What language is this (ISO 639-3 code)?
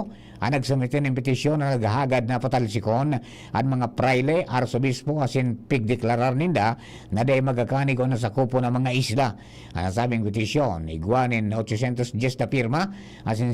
bik